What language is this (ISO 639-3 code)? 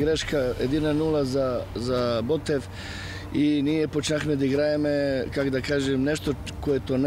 bul